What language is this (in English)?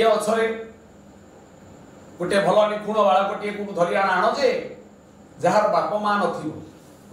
Odia